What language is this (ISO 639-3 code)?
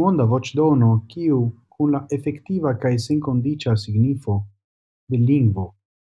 epo